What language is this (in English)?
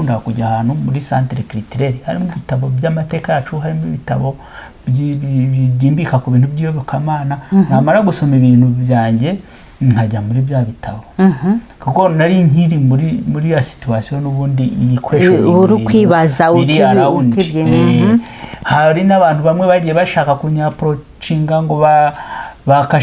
Kinyarwanda